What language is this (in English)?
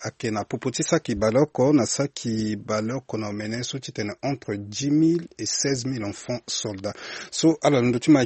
Sango